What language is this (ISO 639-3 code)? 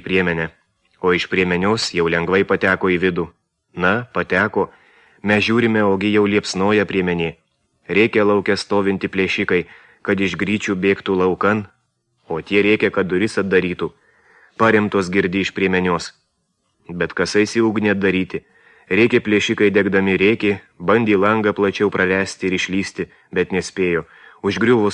lit